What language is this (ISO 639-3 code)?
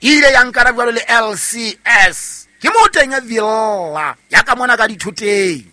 sot